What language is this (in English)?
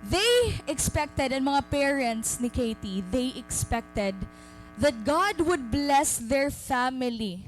Waray